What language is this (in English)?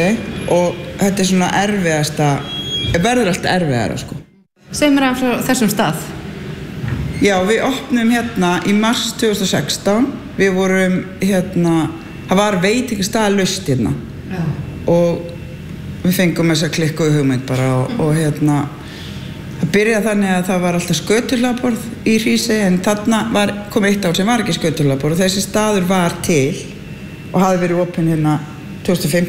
Icelandic